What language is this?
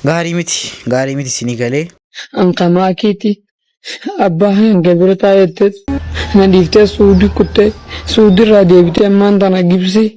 Oromo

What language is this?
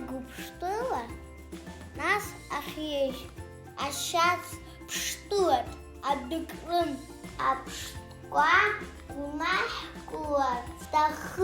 Abkhazian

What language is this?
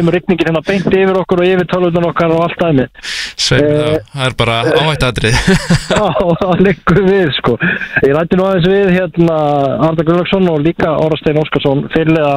Icelandic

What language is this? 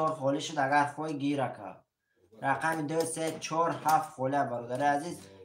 Tajik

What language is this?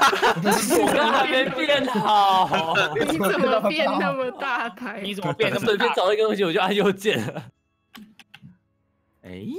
Chinese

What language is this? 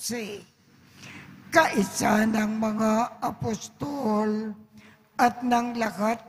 Filipino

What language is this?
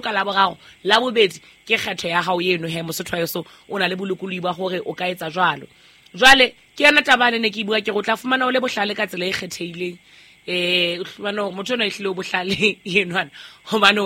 Southern Sotho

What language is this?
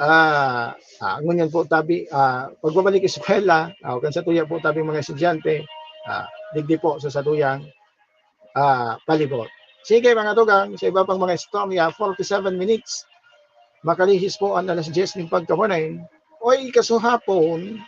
Bikol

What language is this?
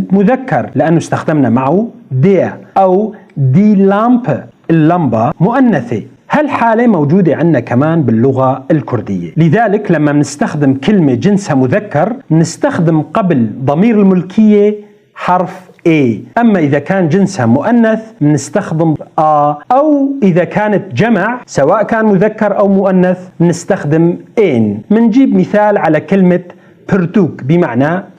North Levantine Arabic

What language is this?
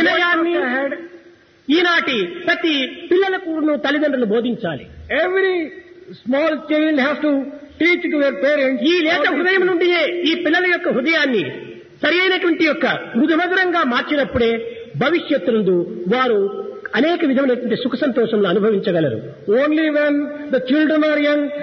Telugu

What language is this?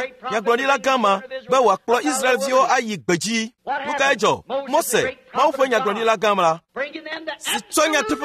Ewe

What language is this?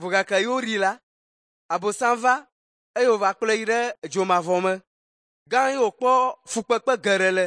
Ewe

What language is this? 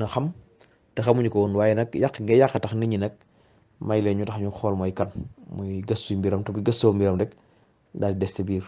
Wolof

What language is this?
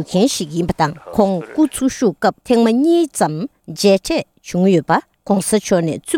Tibetan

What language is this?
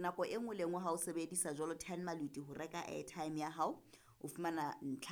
Southern Sotho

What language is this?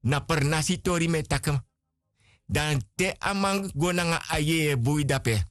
Sranan Tongo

